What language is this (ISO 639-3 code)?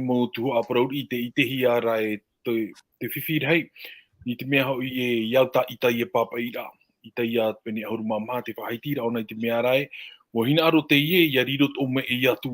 tah